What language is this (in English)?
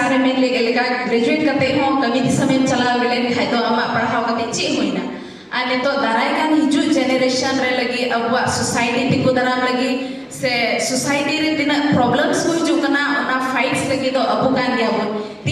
Santali